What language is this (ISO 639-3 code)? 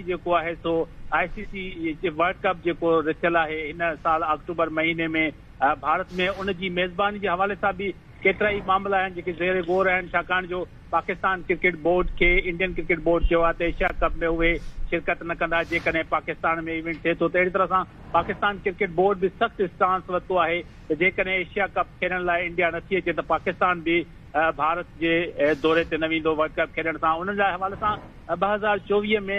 snd